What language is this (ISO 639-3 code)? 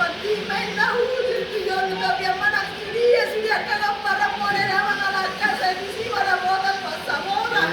bbc